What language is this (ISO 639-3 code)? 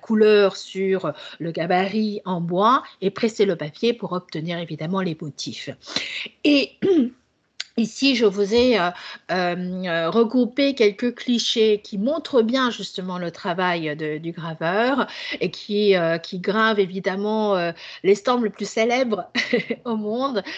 fra